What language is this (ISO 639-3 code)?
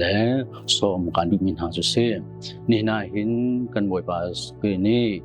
cnh